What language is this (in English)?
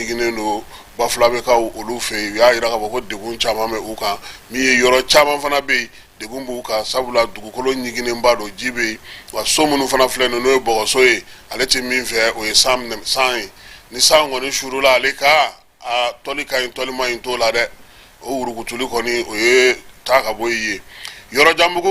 Bambara